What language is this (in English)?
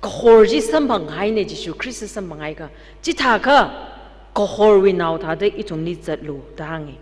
Tangkhul Naga (India)